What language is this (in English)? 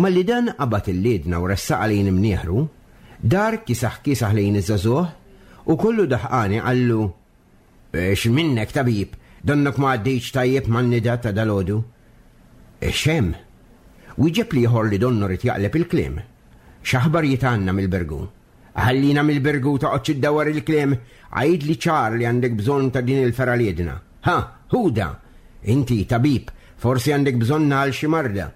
Maltese